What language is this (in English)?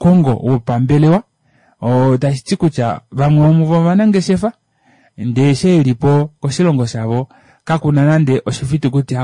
Kuanyama